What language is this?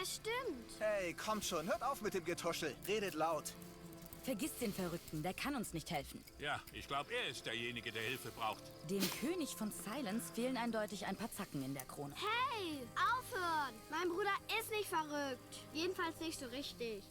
Swiss German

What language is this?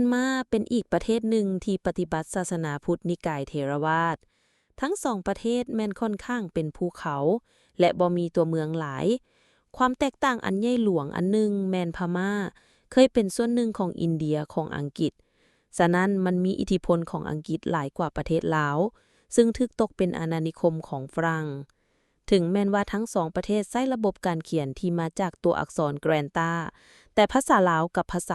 Lao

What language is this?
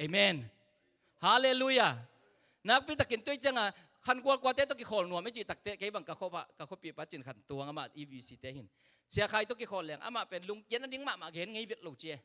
Tedim Chin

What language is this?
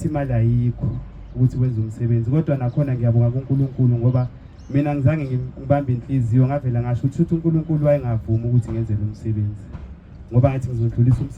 Zulu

